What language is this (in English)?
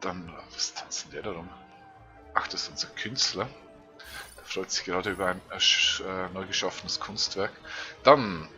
Swiss German